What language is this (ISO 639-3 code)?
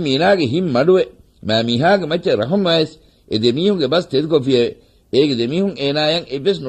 div